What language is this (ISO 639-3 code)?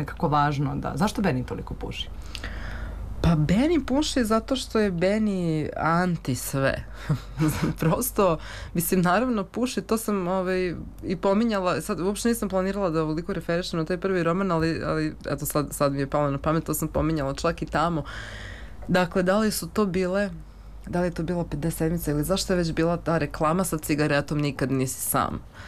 srp